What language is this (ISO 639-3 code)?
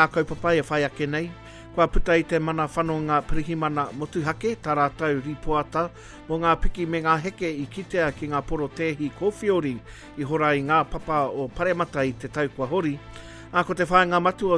mri